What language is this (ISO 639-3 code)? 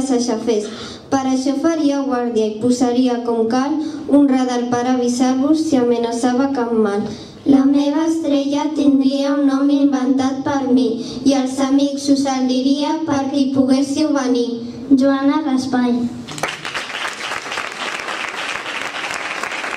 cat